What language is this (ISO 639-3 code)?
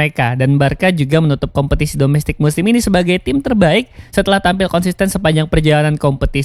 ind